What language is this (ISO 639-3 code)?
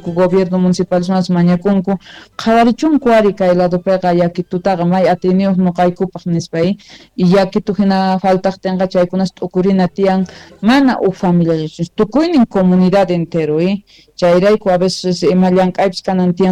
que